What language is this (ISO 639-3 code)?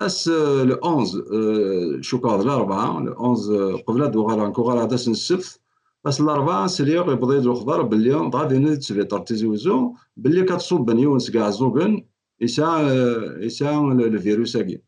kab